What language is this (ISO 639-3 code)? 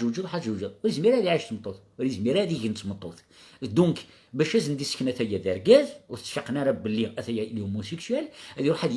kab